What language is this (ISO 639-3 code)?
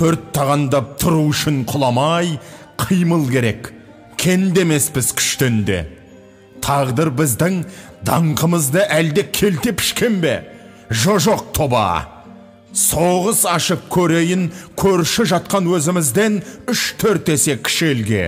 kaz